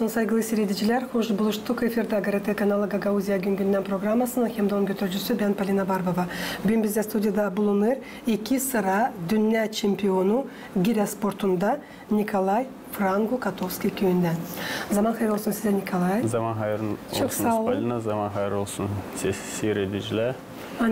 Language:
Gagauz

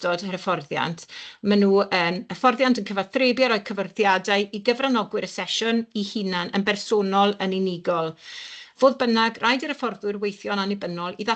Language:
Welsh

